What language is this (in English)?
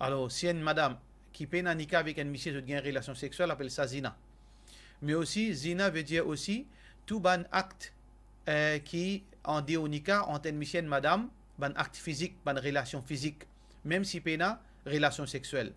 Morisyen